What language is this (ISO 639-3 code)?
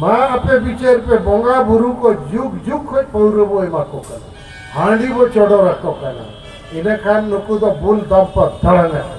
sat